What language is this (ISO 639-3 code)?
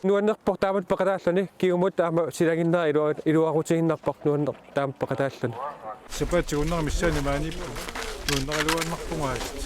kal